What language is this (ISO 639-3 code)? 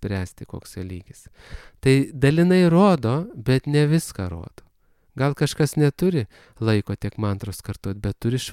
lit